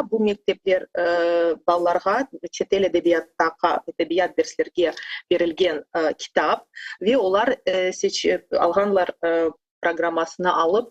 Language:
Crimean Tatar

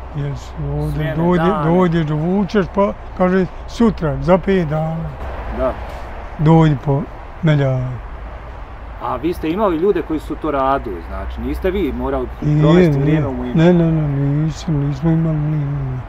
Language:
Bosnian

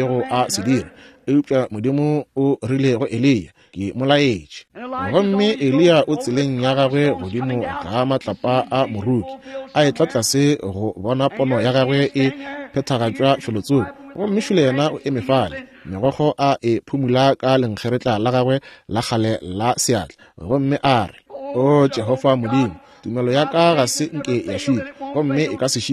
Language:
Northern Sotho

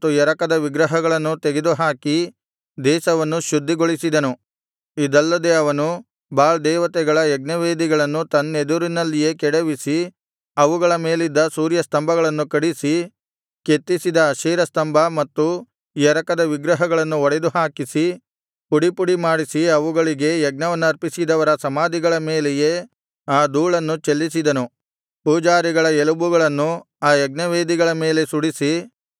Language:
Kannada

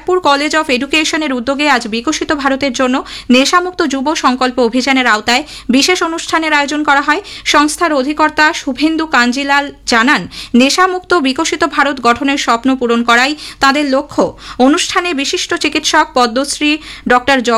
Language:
Bangla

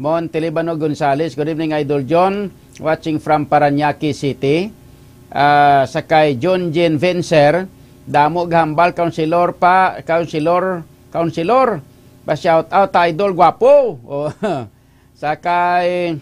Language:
Hiligaynon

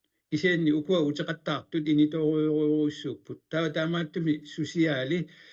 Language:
Kalaallisut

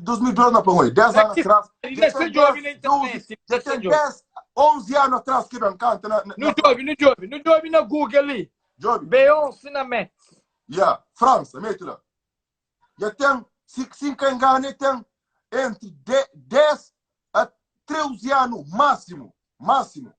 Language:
Kabuverdianu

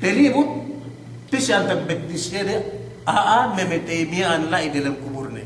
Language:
Yakan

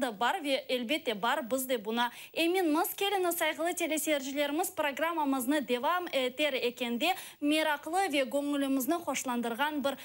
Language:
Crimean Tatar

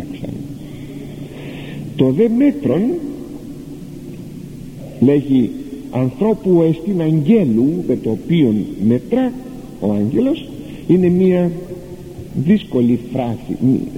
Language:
Greek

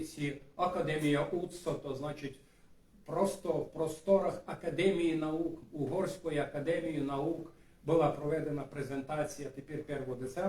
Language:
Rusyn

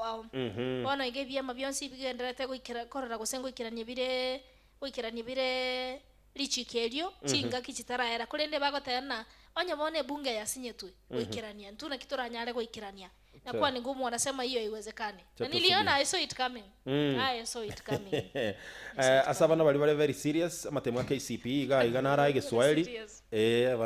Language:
Gusii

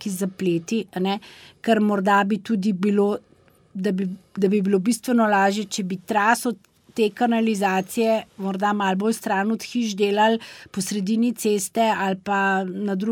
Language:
Slovenian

